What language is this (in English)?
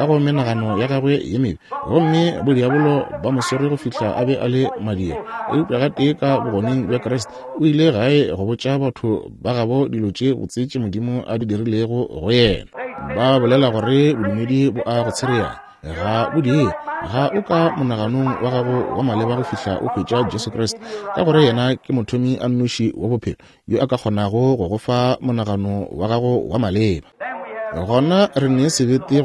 Northern Sotho